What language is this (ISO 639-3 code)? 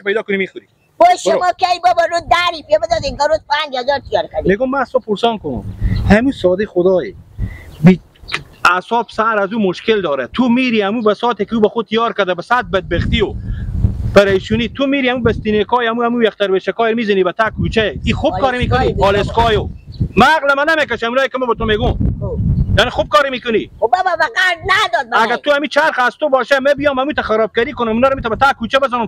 fas